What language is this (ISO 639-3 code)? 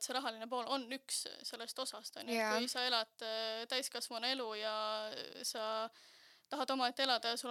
est